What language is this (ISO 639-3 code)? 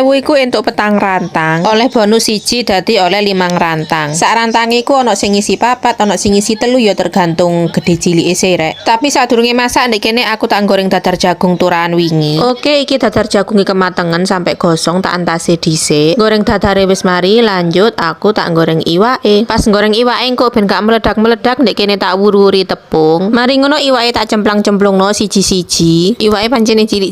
jav